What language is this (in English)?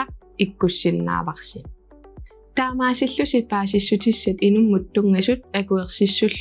Kalaallisut